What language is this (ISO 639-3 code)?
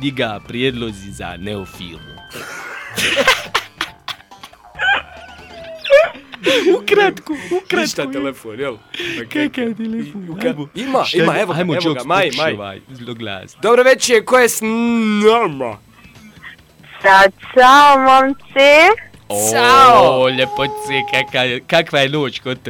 bos